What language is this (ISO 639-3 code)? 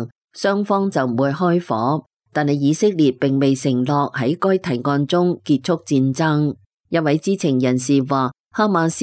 yue